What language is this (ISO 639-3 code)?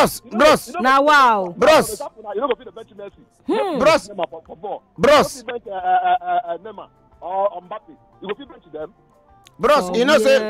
pcm